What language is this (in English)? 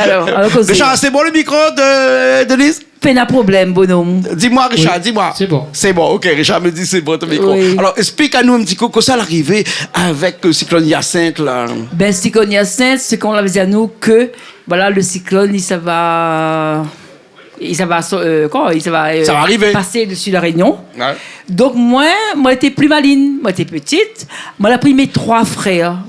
Réunion Creole French